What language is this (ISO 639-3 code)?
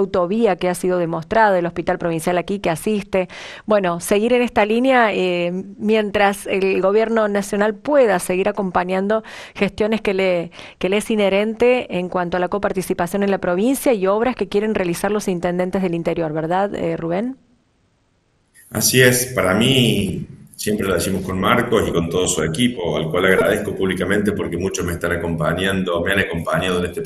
spa